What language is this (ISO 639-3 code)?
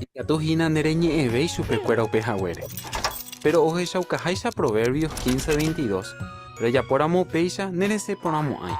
grn